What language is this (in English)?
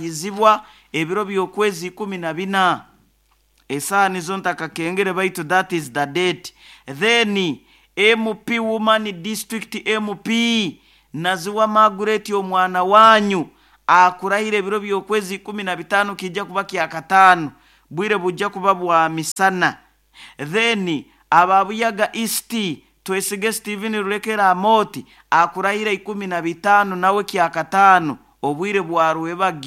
Nyoro